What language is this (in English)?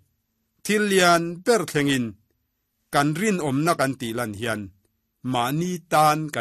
Mizo